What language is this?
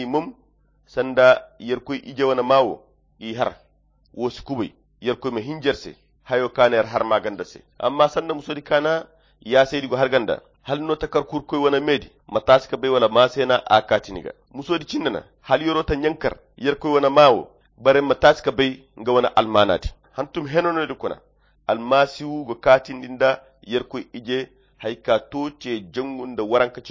Koyra Chiini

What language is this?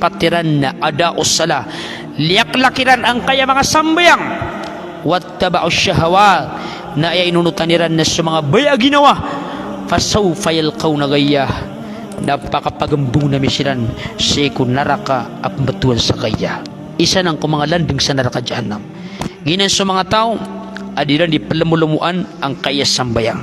Maranao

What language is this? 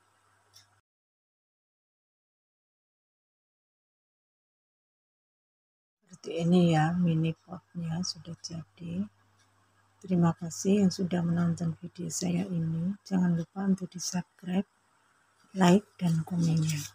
Indonesian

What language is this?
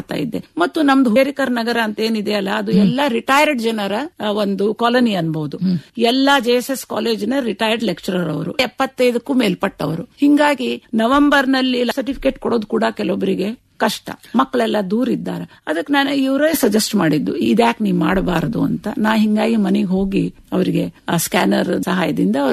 Kannada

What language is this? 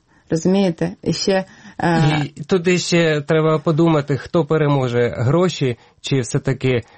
Ukrainian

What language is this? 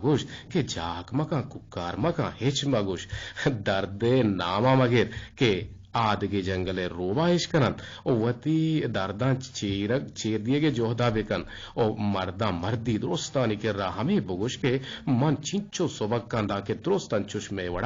Eastern Balochi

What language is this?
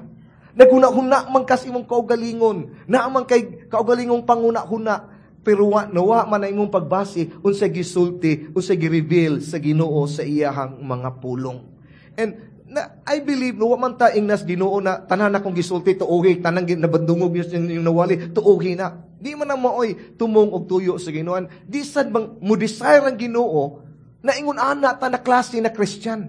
Cebuano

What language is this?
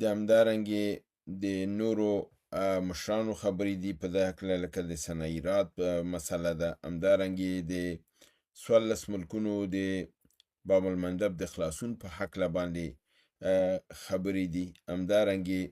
Pashto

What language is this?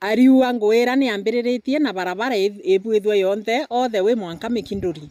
Meru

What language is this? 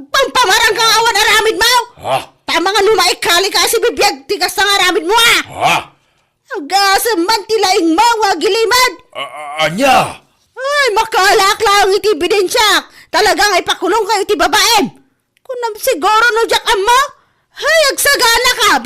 Iloko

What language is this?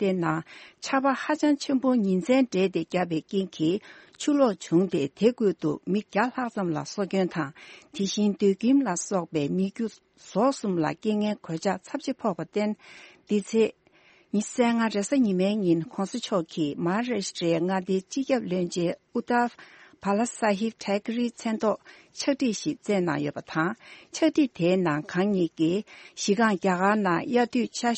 Tibetan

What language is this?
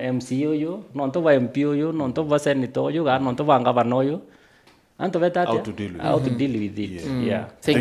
Meru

